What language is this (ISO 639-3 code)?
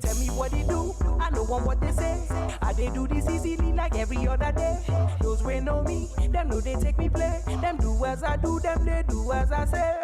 pcm